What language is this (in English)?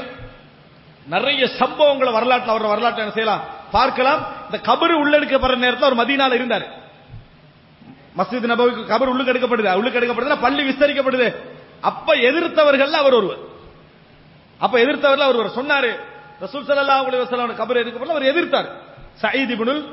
Tamil